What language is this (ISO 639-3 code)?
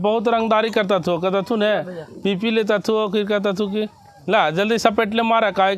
mag